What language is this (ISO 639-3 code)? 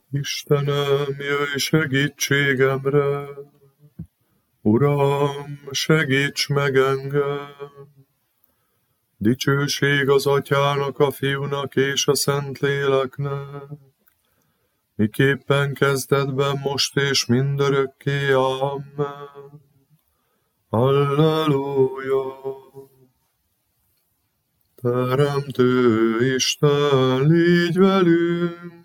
hun